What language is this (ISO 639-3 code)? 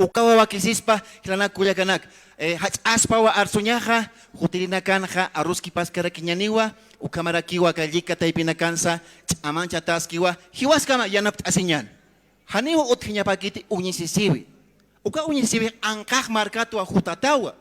aym